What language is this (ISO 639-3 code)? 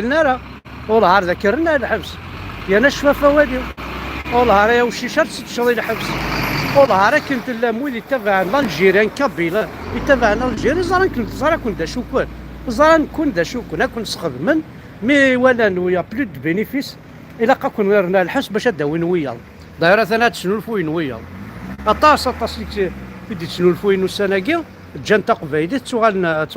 kab